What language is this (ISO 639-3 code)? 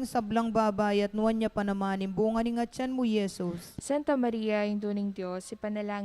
pam